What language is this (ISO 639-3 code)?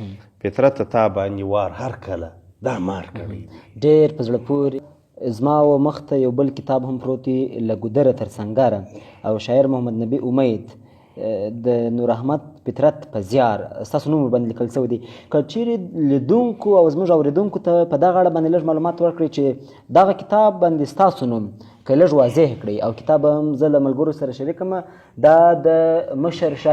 pus